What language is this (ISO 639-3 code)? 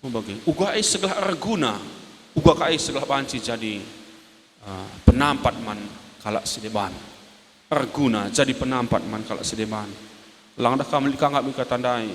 btx